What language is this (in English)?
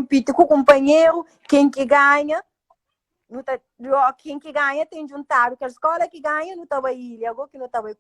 Kabuverdianu